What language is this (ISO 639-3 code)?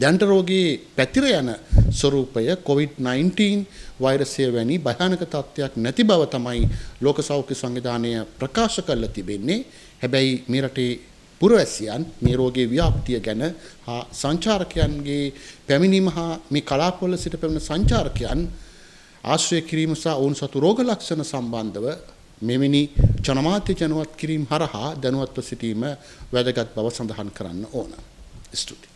sin